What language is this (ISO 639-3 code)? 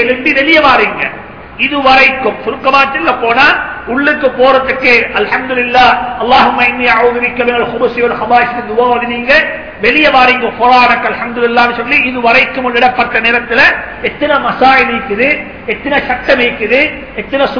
tam